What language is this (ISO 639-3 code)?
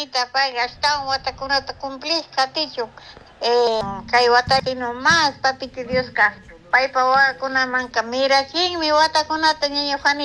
qug